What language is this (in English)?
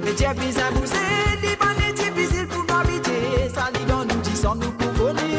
Morisyen